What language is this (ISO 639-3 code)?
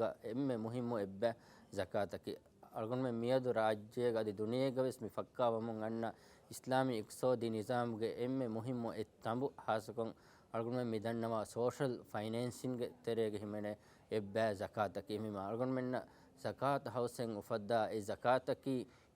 div